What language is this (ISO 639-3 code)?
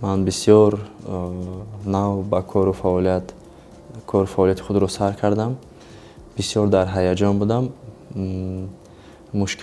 tgk